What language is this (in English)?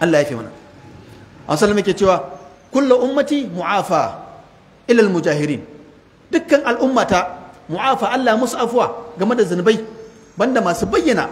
Hausa